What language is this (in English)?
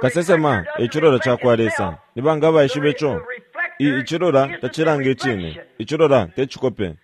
Bemba